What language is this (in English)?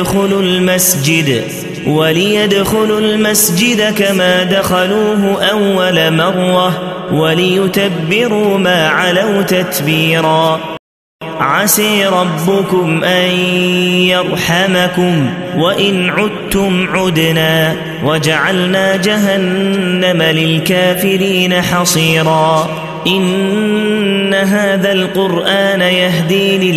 Arabic